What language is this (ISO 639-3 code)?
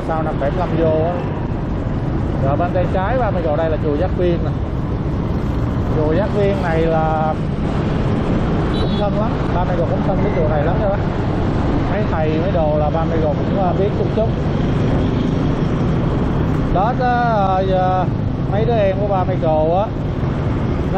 vie